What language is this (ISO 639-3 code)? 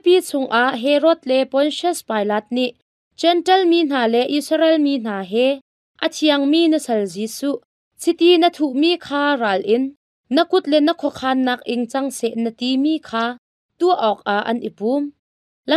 cnh